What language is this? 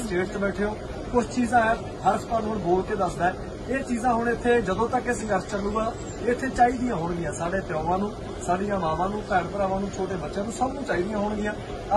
Punjabi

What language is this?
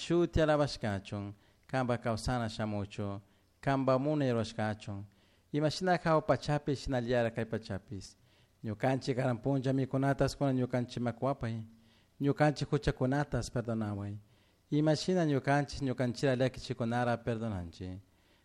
Chimborazo Highland Quichua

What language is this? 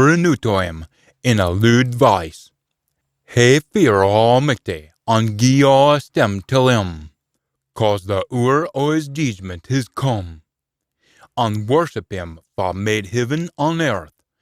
Scots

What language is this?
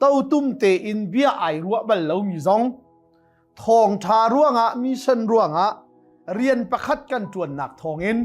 Hakha Chin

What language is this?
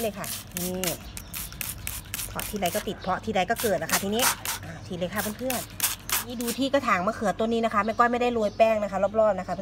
Thai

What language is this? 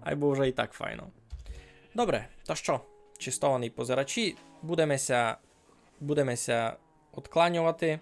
Rusyn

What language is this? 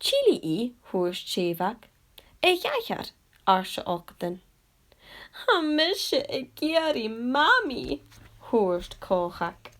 Scottish Gaelic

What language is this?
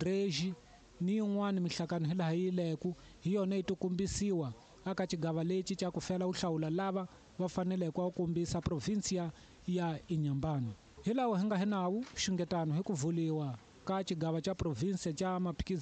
Tsonga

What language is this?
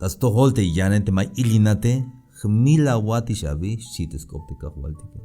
Tzeltal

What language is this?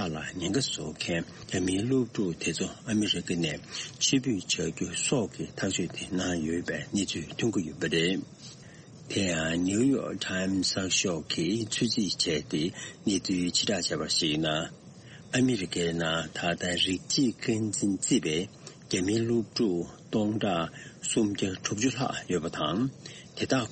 Tibetan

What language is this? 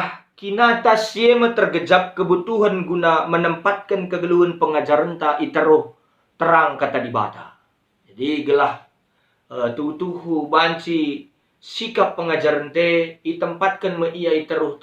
Batak Karo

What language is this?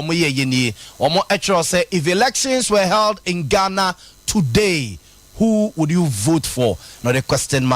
Akan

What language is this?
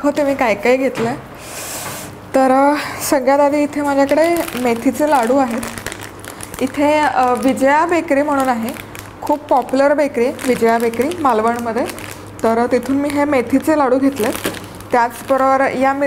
Marathi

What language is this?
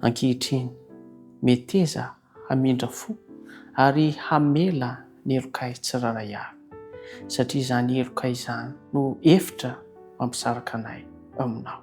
Malagasy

